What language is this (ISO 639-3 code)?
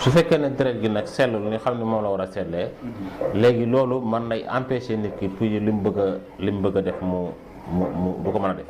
wol